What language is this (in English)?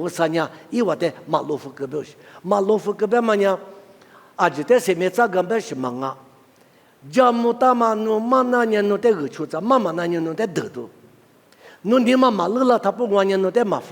Lisu